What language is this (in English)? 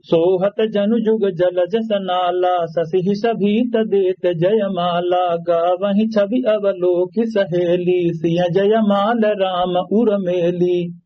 Awadhi